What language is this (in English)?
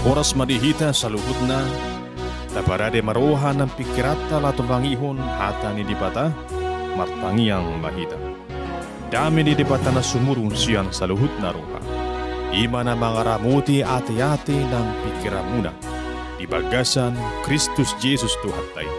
Batak Toba